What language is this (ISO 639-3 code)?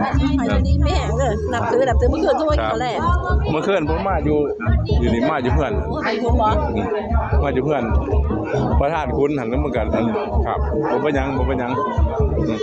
tts